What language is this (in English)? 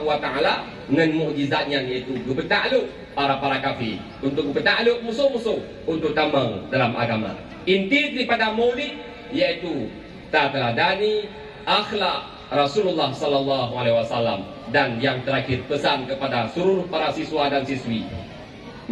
Achinese